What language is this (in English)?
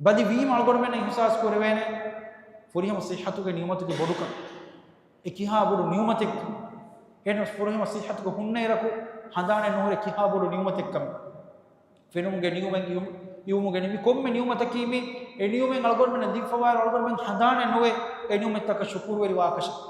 Divehi